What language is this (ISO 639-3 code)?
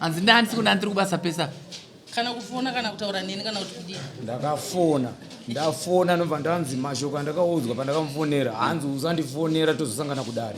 sna